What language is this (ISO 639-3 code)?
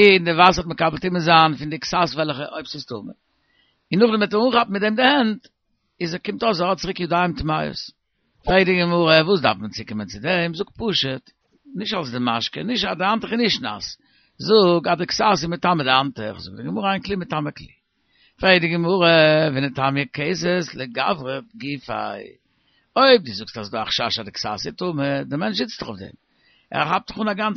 yid